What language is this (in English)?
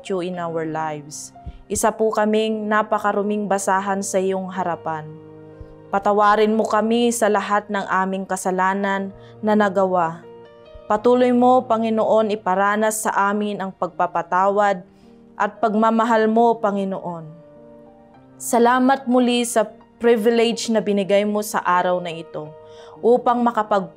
Filipino